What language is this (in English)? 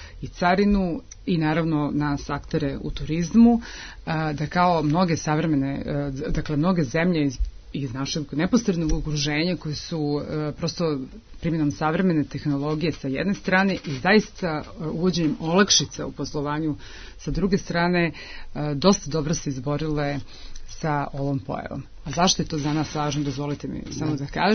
Serbian